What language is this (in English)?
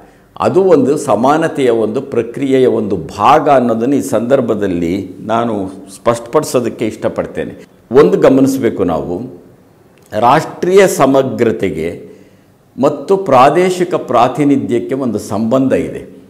Kannada